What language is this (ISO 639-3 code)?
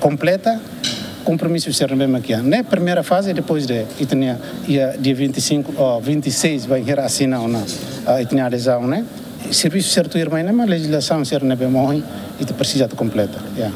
tet